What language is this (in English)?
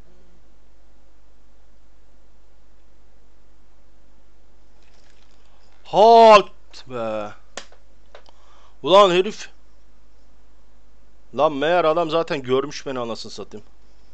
Turkish